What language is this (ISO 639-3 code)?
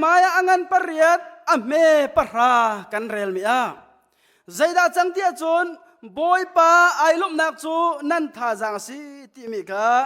cnh